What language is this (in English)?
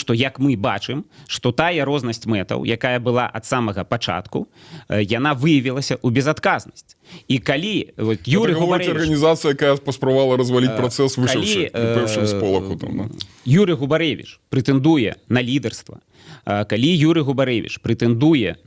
Belarusian